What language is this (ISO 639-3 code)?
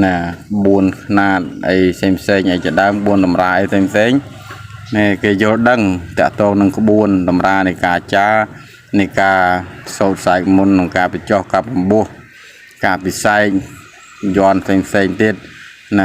khm